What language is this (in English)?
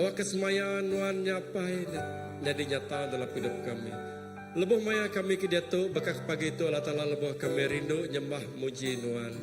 Iban